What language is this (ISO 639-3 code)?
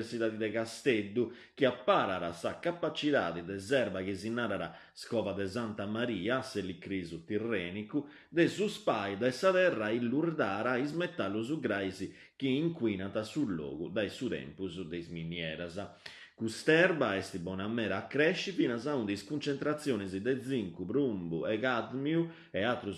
srd